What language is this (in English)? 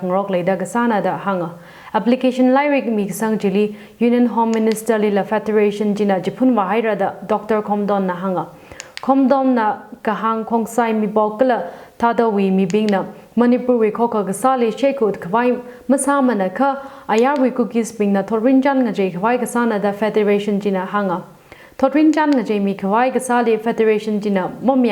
Tangkhul Naga (India)